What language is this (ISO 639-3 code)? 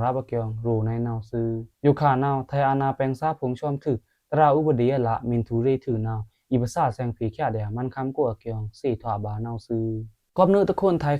blk